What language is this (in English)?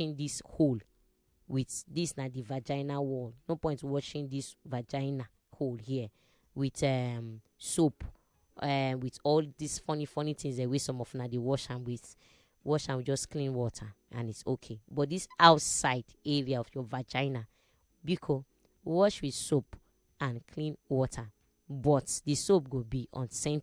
Nigerian Pidgin